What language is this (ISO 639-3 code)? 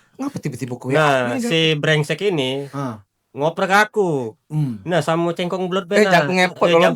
mui